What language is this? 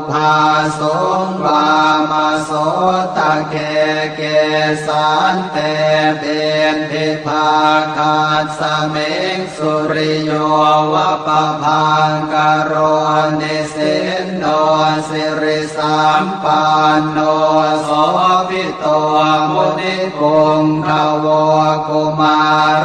Pali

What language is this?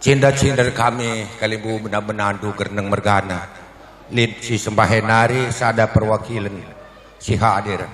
Batak Karo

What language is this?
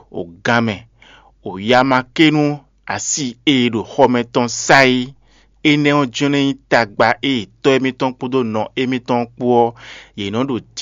Fon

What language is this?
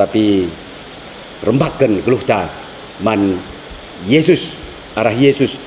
Batak Karo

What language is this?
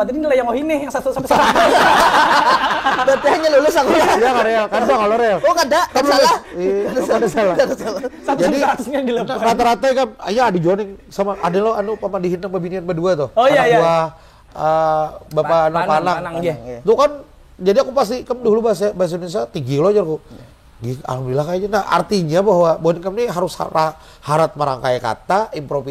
Banjar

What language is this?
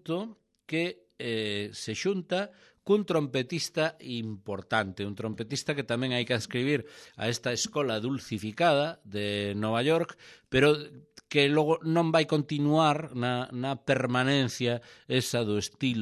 Galician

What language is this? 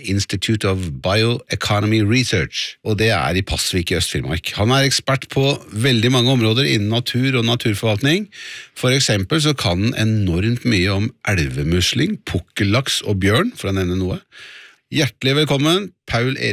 Norwegian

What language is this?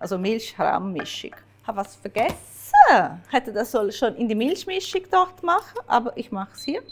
Swiss German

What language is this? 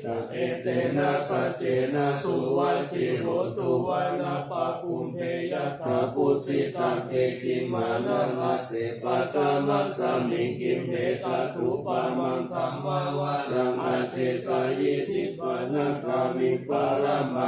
Pali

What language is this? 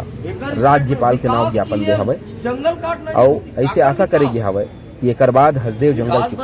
Chhattisgarhi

